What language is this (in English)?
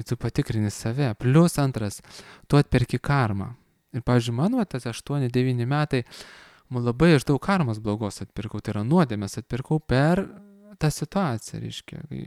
Lithuanian